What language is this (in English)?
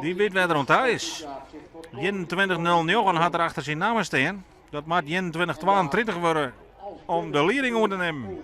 Western Frisian